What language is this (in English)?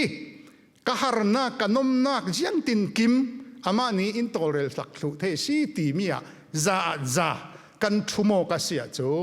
Falam Chin